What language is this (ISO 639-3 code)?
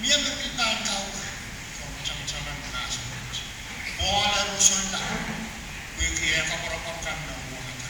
pon